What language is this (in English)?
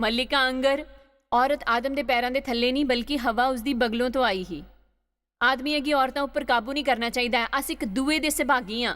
Dogri